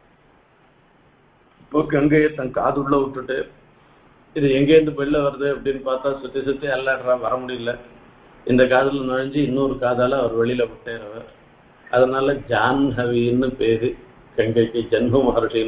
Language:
Tamil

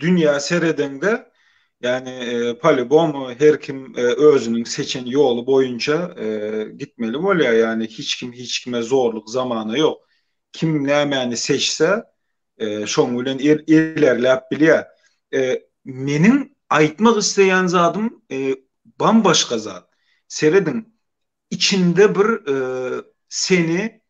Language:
Turkmen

